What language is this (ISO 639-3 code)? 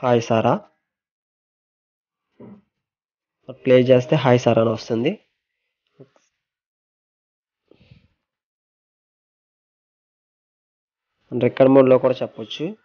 tel